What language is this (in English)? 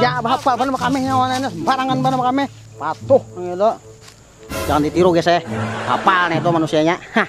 Banjar